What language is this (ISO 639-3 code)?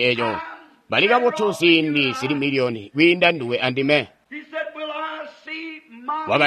toi